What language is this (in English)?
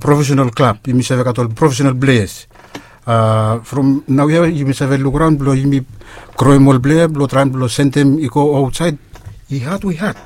Bislama